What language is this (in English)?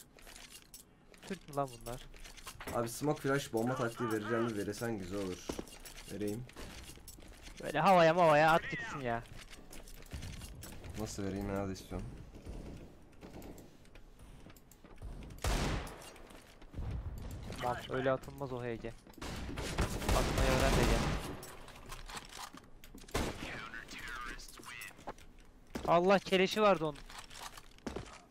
Turkish